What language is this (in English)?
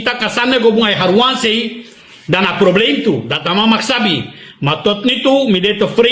Sranan Tongo